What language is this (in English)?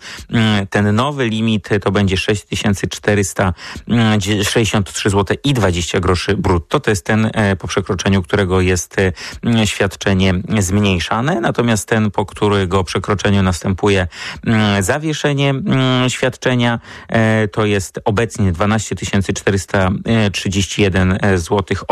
Polish